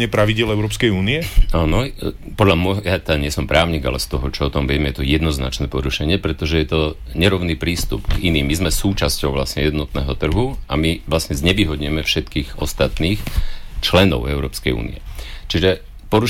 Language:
Slovak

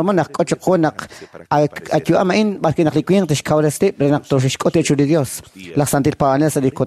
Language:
Kekchí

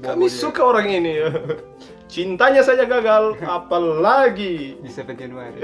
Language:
Manado Malay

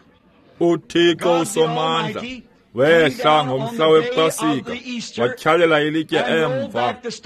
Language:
Xhosa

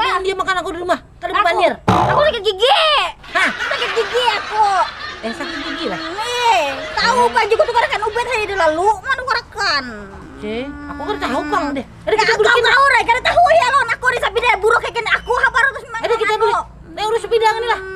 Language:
Banjar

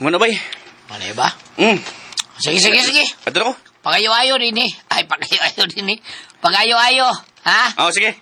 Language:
Cebuano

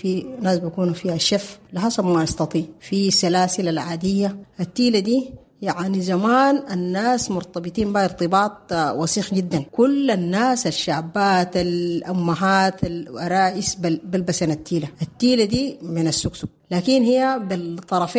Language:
Sudanese Arabic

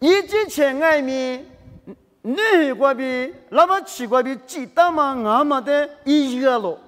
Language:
Lisu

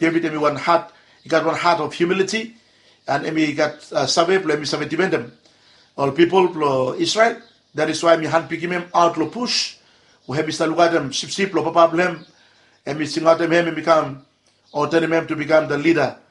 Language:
Bislama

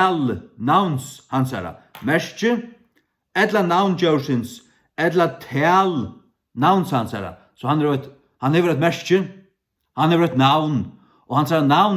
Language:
Faroese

